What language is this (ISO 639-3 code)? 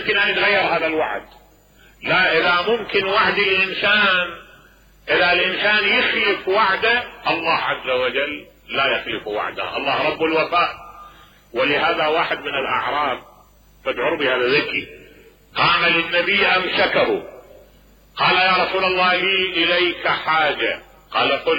acm